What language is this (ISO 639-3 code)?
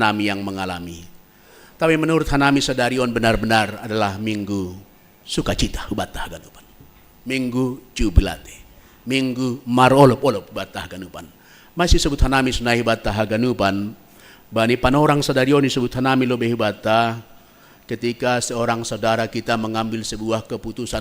bts